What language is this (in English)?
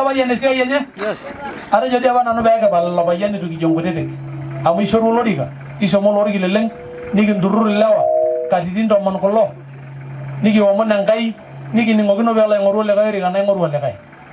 Masai